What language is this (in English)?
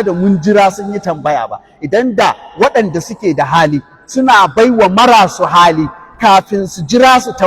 Hausa